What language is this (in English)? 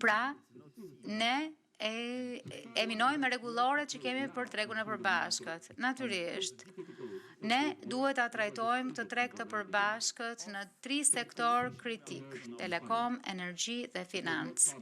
Albanian